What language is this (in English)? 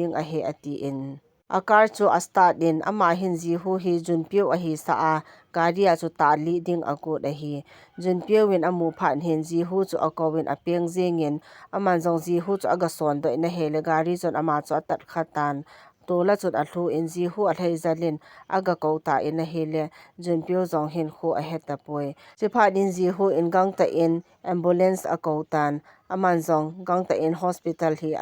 Thado Chin